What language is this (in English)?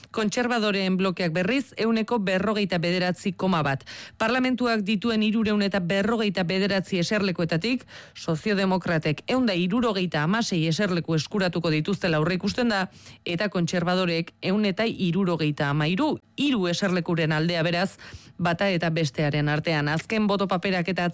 Basque